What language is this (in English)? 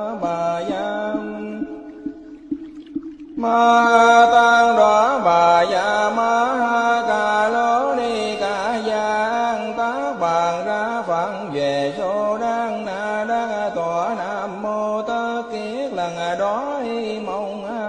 Vietnamese